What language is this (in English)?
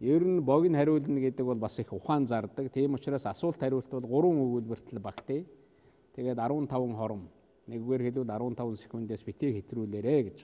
Mongolian